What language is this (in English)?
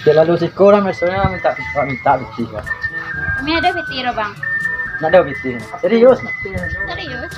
Minangkabau